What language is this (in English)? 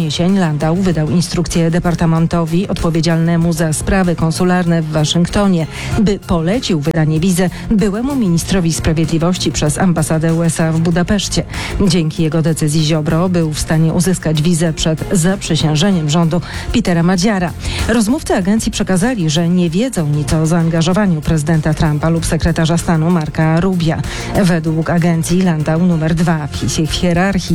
Polish